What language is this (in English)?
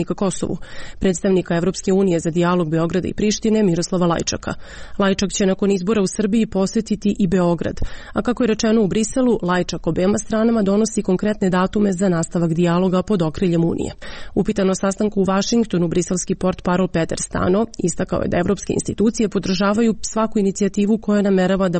Serbian